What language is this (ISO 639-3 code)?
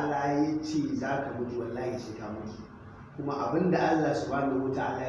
hau